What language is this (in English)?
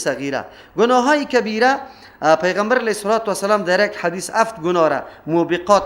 Persian